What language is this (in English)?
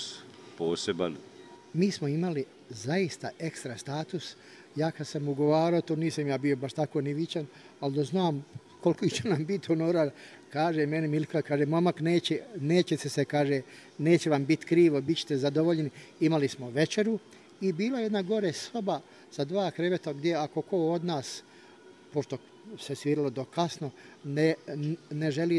Bosnian